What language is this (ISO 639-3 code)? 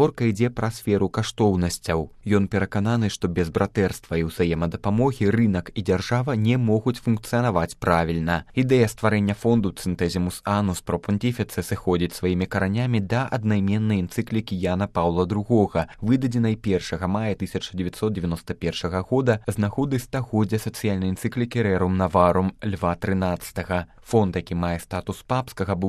bel